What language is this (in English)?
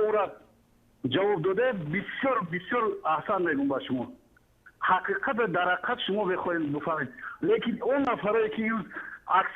Tajik